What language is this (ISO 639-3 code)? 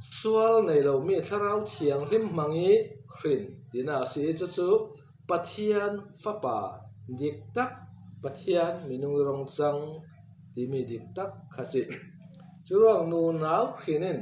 cfm